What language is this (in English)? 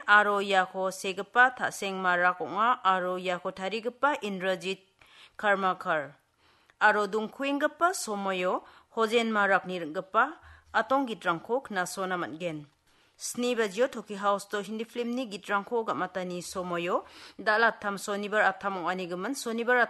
Garo